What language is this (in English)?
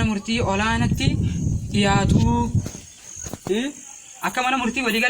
Oromo